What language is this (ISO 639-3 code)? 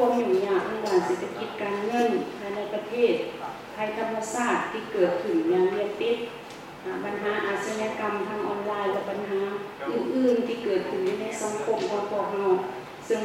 lao